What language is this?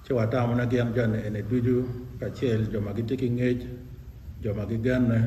Acoli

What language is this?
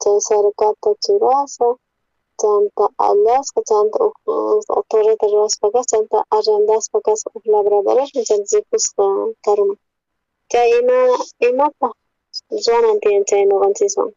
South Bolivian Quechua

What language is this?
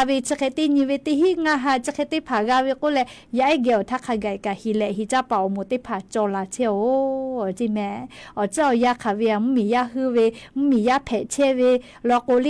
Lahu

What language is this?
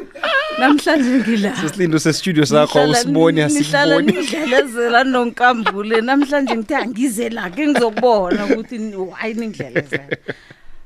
South Ndebele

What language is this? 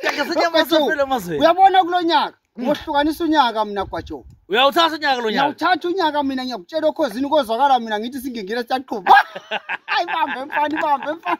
Zulu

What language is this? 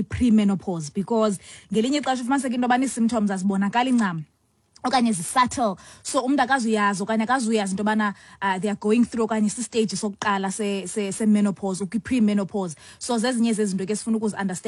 Xhosa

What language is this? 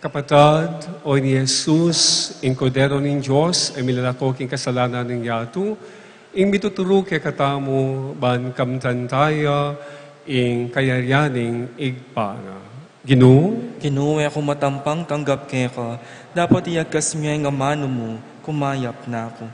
Pampanga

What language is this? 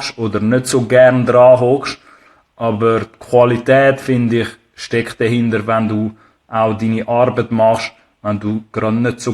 Swiss German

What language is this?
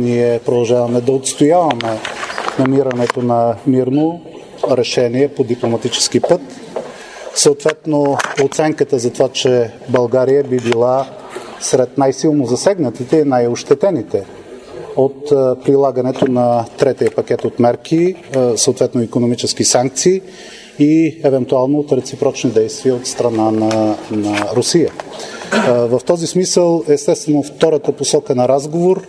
Bulgarian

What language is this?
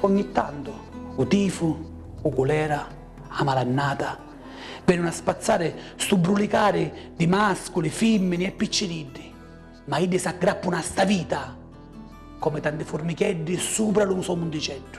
Sicilian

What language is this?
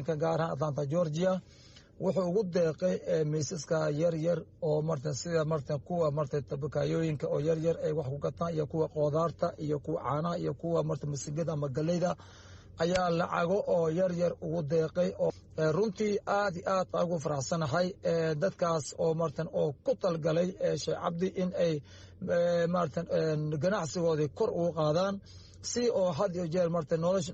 Somali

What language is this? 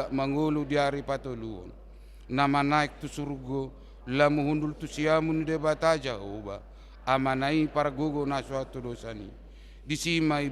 Batak Toba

